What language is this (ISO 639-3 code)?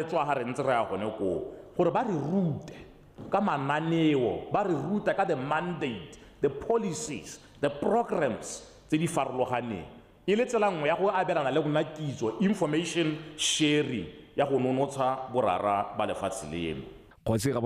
tsn